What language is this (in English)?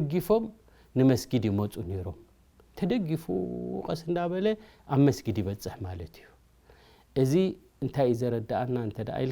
Tigrinya